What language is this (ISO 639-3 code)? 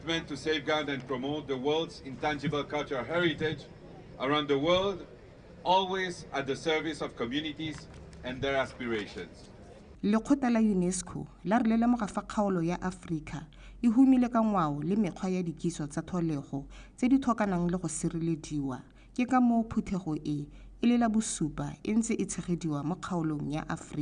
tsn